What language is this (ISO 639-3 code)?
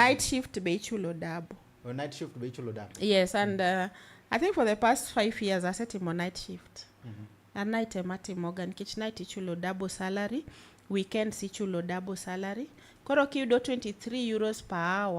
luo